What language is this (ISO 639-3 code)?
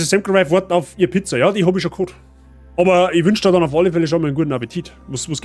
bar